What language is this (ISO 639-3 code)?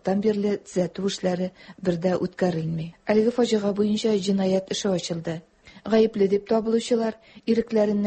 tat